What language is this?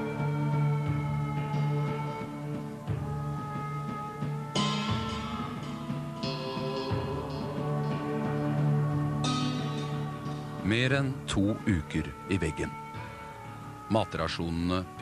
Norwegian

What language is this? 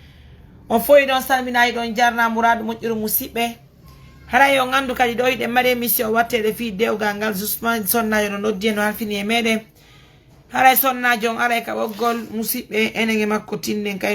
Fula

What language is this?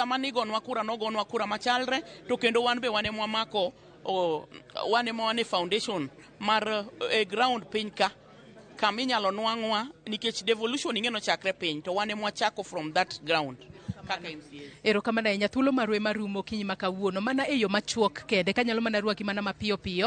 Luo (Kenya and Tanzania)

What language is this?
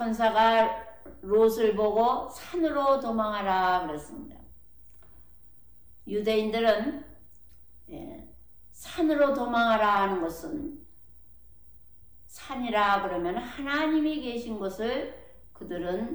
Korean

